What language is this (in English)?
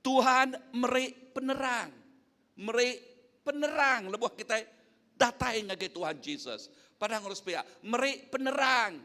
Iban